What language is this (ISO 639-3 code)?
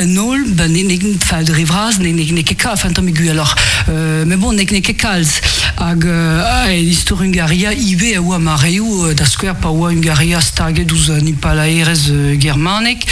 bre